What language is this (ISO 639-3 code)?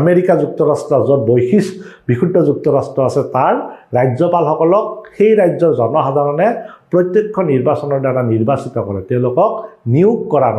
asm